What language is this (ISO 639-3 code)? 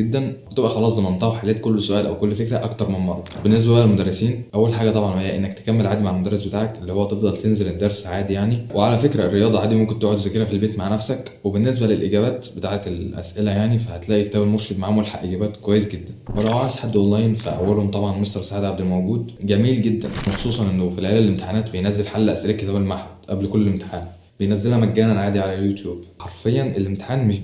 arz